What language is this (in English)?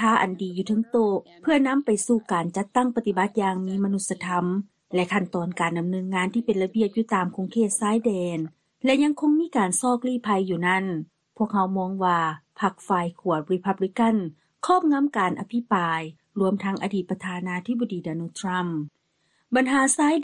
Lao